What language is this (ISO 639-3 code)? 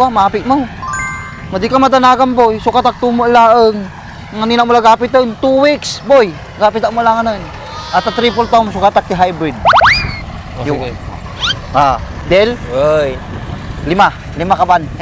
ilo